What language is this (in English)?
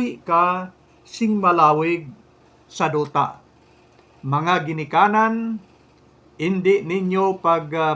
Hiligaynon